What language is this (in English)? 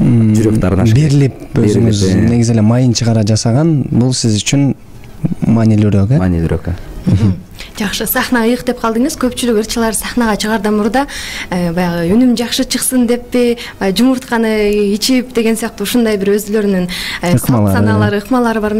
Kyrgyz